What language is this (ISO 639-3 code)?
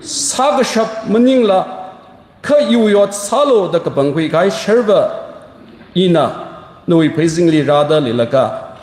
nmf